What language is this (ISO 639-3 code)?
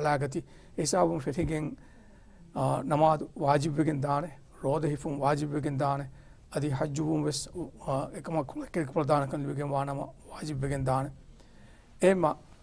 div